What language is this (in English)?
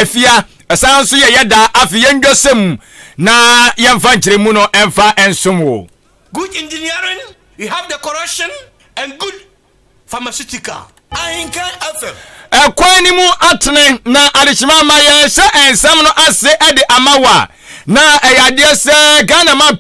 Akan